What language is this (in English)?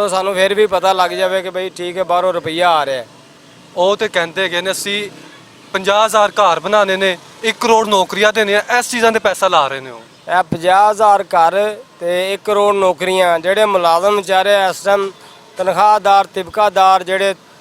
Western Panjabi